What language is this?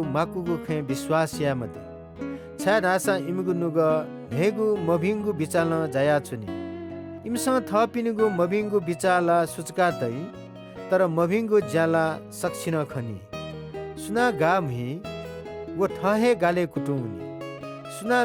Newari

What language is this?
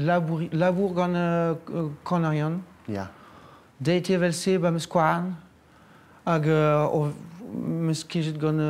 Breton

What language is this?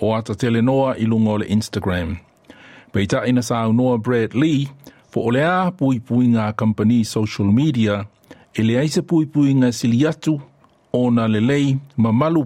Samoan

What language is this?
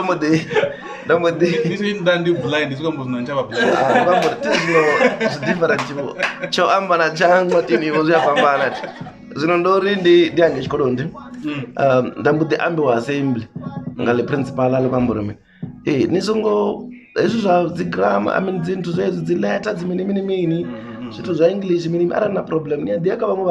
Venda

